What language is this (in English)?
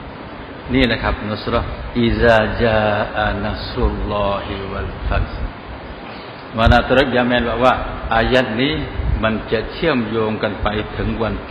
Thai